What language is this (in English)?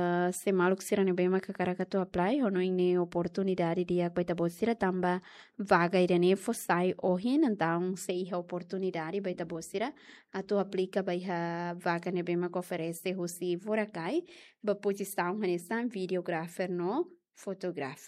Tetum